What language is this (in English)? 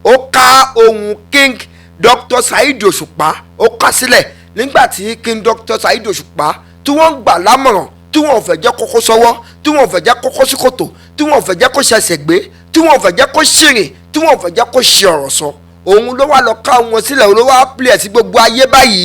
Yoruba